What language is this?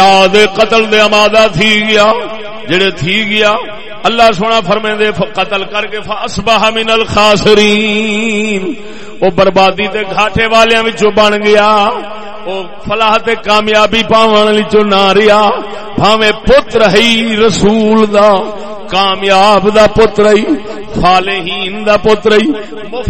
Saraiki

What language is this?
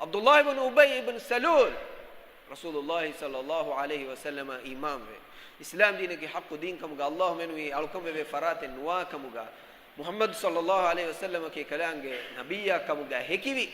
Divehi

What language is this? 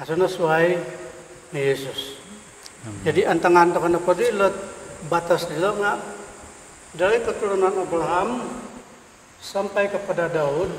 Central Dusun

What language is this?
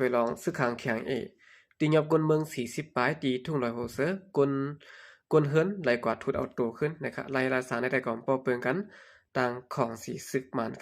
Shan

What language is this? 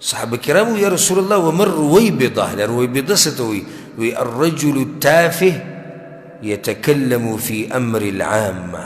Pashto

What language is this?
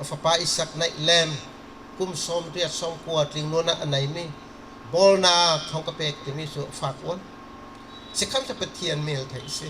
Bawm Chin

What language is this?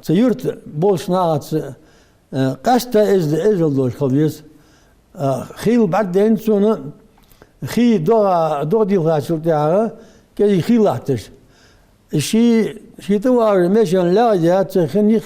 Ingush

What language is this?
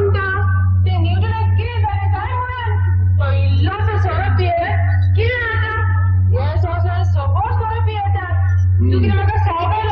Konkani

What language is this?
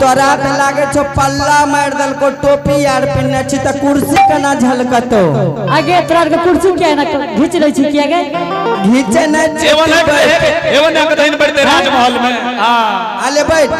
Angika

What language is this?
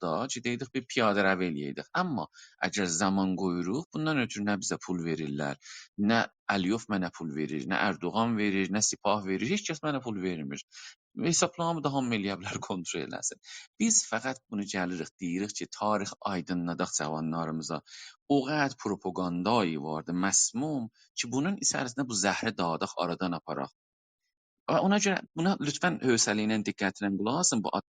South Azerbaijani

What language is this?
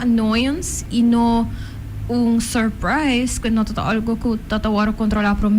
Papiamento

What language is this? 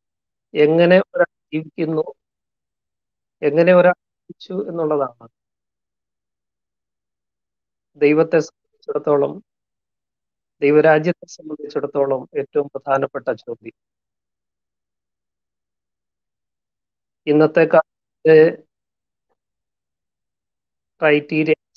Malayalam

